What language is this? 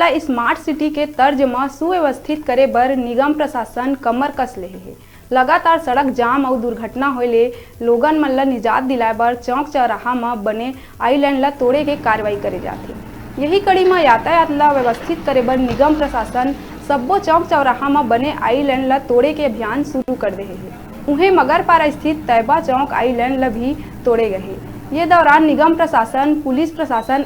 Chhattisgarhi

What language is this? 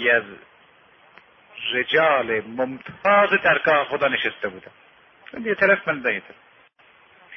Persian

